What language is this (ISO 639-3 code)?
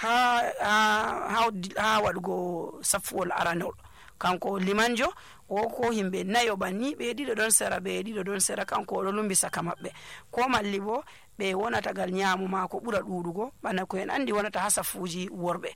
fuv